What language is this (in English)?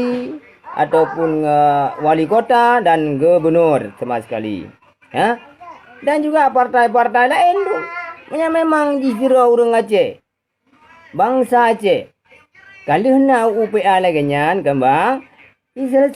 Achinese